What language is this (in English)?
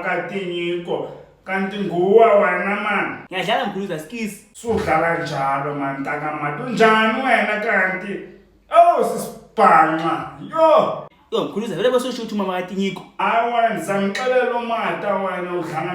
Zulu